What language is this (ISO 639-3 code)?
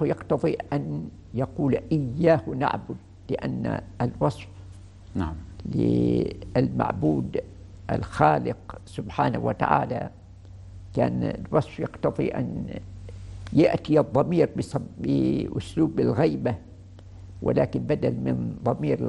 ara